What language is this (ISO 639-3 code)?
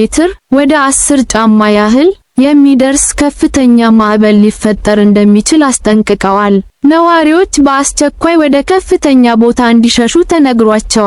amh